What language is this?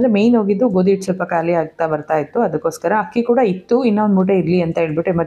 Kannada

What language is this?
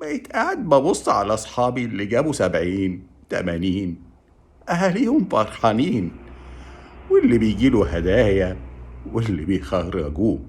Egyptian Arabic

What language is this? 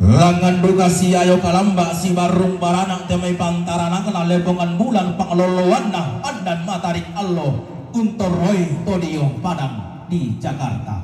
Toraja-Sa'dan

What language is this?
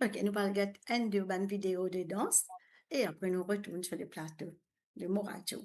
Morisyen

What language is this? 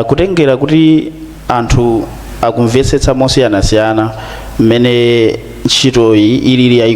Nyanja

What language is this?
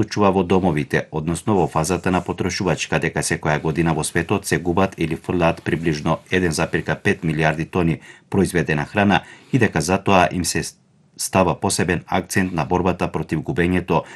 Macedonian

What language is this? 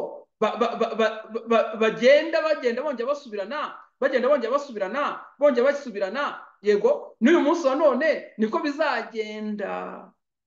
Kinyarwanda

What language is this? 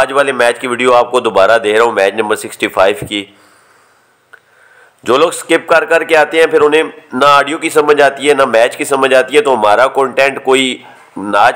Hindi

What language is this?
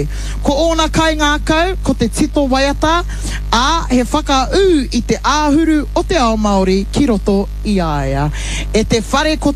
Māori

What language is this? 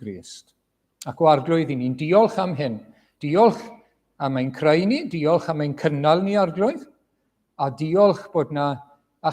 Welsh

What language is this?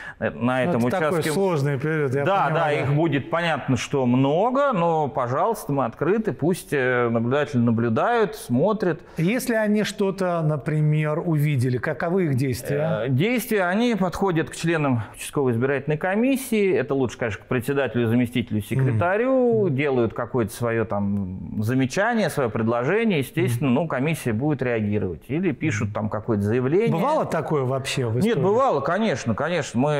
Russian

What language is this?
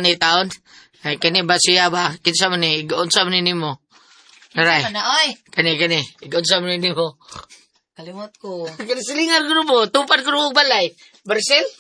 Cebuano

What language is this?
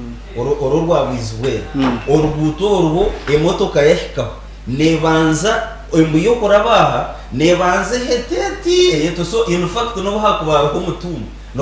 Nyankole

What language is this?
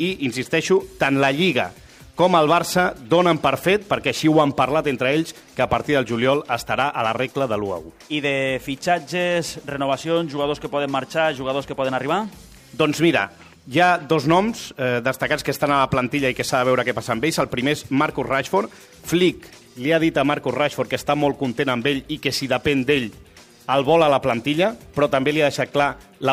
Catalan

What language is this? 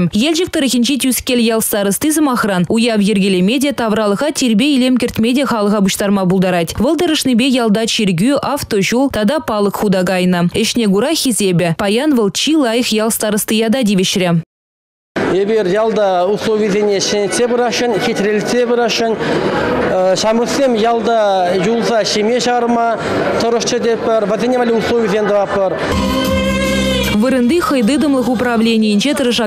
Chuvash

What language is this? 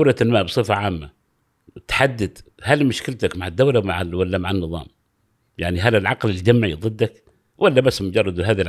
Gulf Arabic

